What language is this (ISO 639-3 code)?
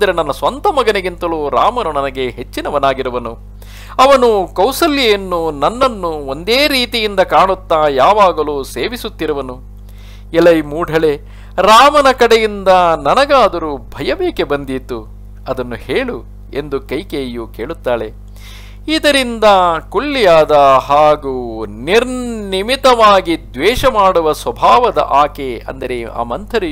kan